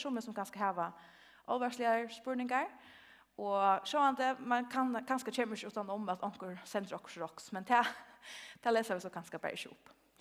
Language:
Faroese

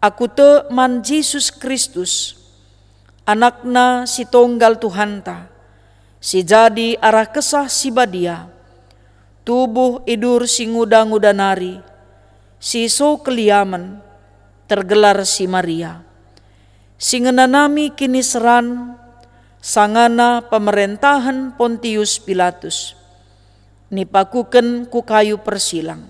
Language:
Batak Karo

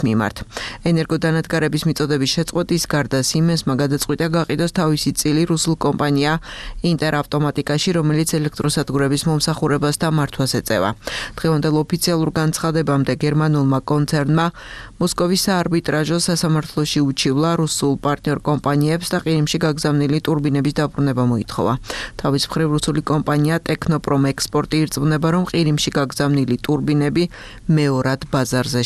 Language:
Georgian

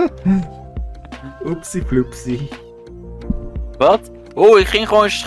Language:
Dutch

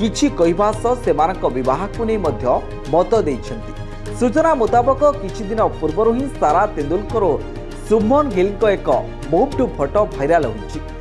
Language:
Odia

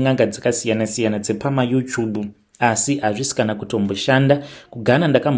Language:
Shona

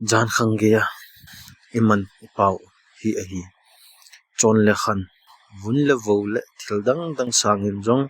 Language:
Thado Chin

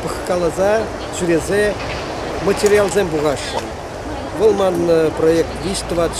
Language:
Chuvash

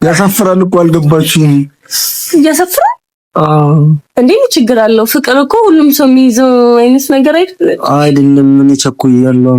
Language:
Amharic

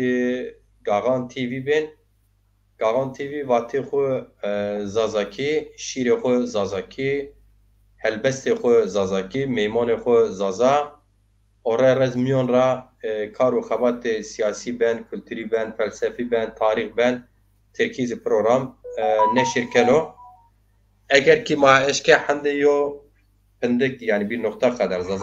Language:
Zaza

